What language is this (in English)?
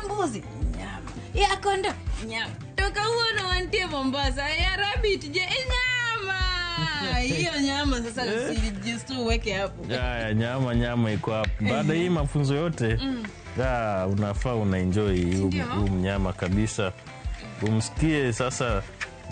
Luo (Kenya and Tanzania)